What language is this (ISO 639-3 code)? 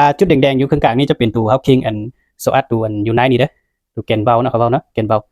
lao